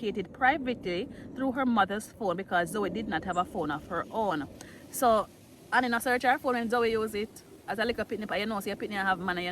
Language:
Jamaican Creole English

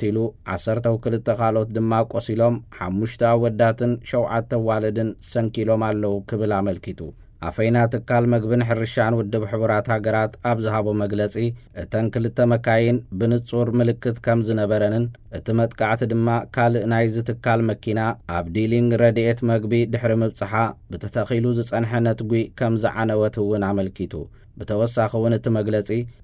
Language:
Tigrinya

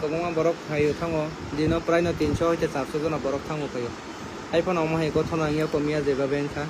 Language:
Kok Borok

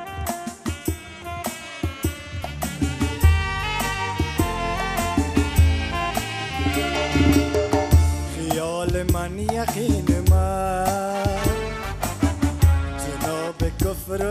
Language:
Persian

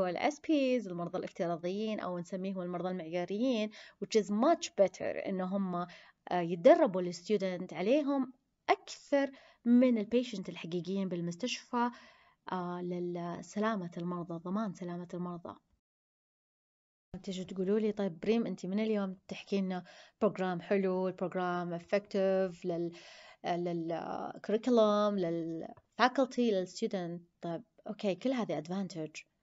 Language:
Arabic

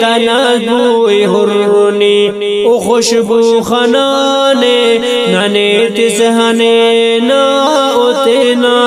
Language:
Brahui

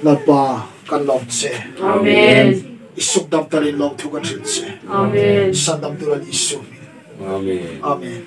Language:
Hmar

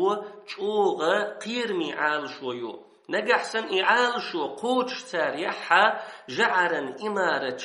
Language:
Chechen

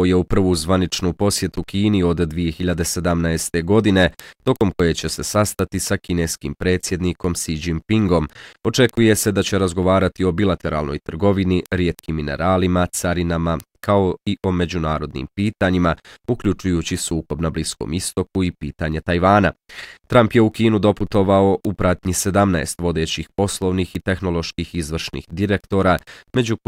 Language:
Bosnian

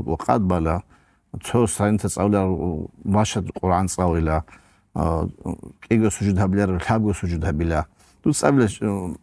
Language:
Avaric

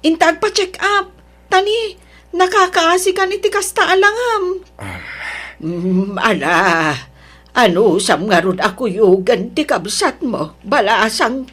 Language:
Iloko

